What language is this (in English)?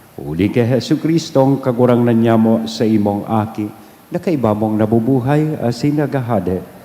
Bikol